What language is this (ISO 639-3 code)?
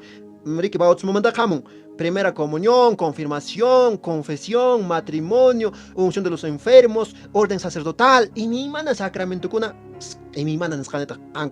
que